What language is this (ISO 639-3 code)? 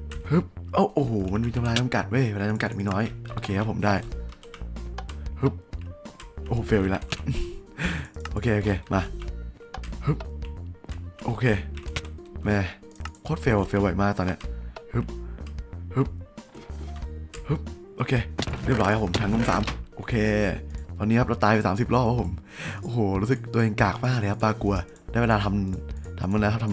tha